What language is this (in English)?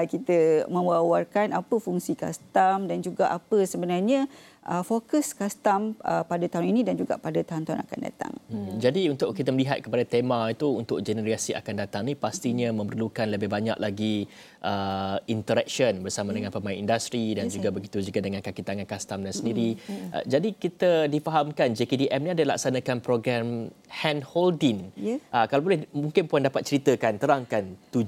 Malay